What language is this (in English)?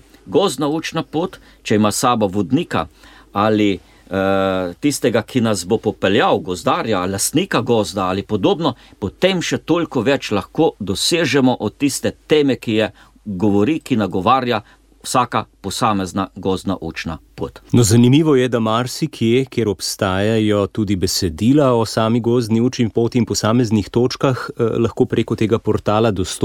Slovenian